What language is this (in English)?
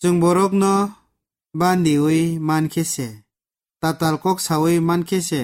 Kok Borok